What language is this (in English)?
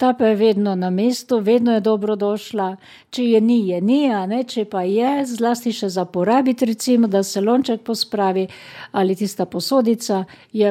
Slovenian